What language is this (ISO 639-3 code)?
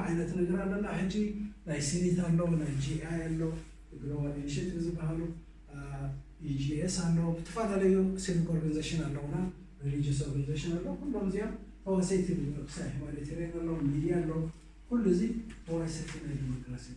tir